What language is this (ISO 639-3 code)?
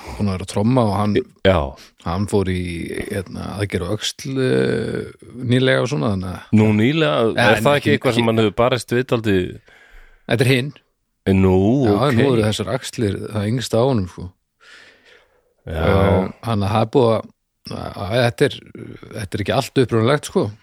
isl